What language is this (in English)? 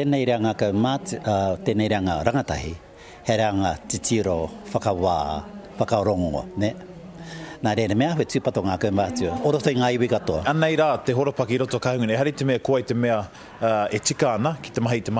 Māori